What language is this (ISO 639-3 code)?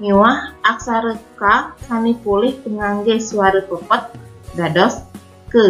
ban